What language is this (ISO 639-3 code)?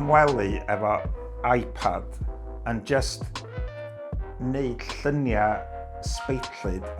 cym